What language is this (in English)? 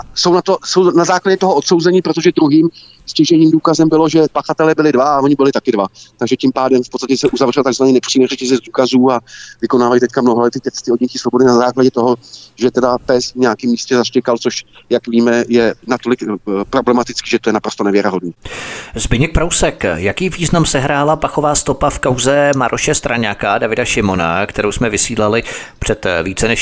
Czech